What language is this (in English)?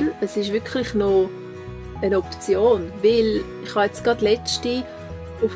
Swiss German